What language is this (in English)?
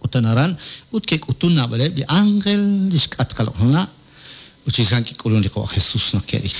Kekchí